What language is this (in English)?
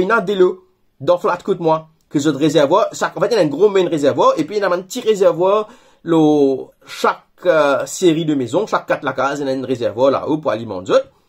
Morisyen